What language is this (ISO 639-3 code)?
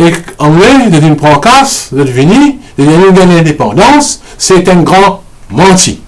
mfe